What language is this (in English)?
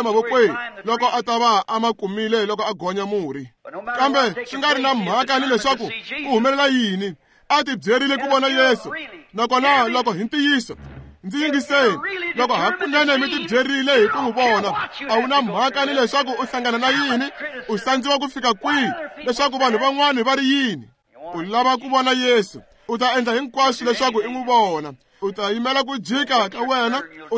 Tsonga